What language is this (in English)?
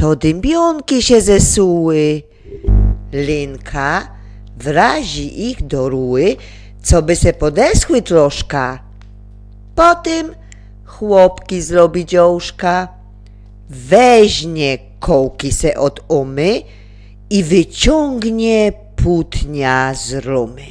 Silesian